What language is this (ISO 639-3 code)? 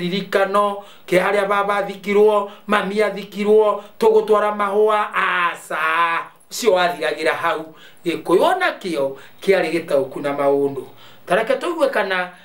kik